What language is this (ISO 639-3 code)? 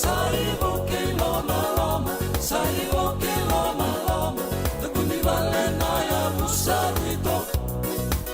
fij